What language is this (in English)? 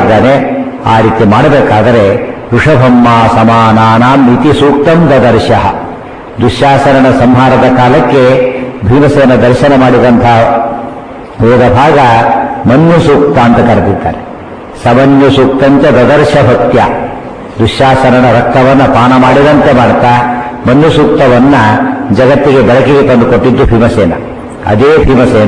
Kannada